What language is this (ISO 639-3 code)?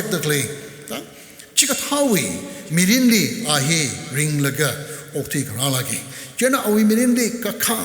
nmf